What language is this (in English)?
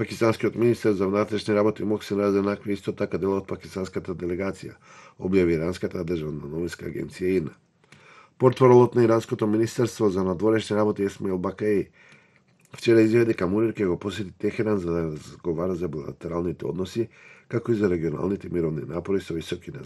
Macedonian